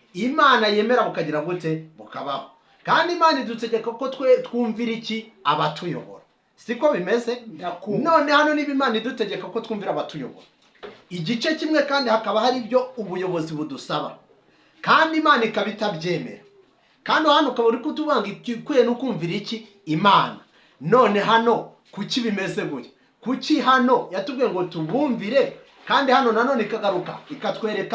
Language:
Kinyarwanda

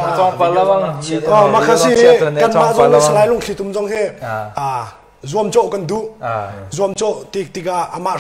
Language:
Hakha Chin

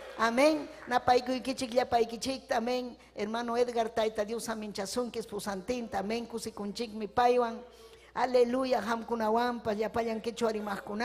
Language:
Ayacucho Quechua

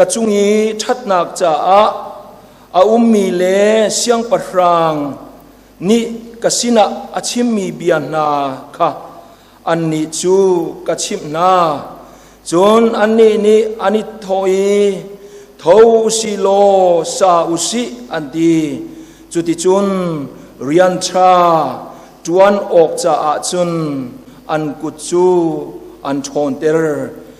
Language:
Hakha Chin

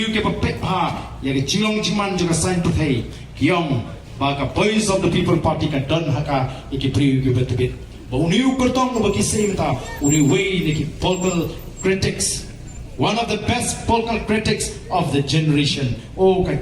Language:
Khasi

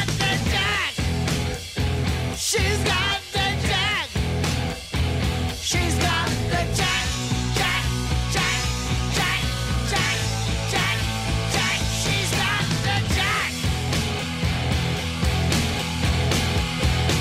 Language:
Danish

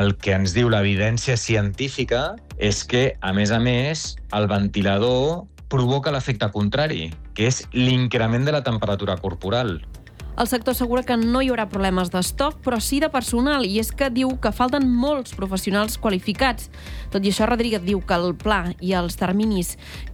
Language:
Catalan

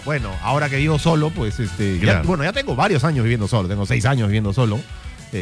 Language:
Spanish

